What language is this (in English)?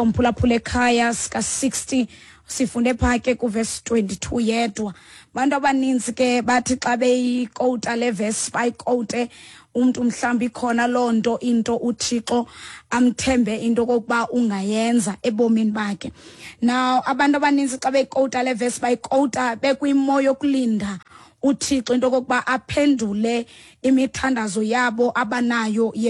Xhosa